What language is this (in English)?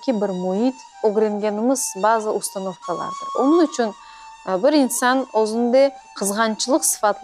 Crimean Tatar